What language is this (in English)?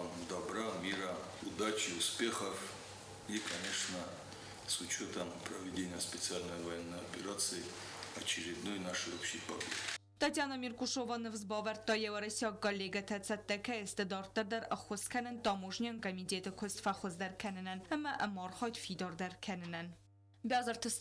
Ossetic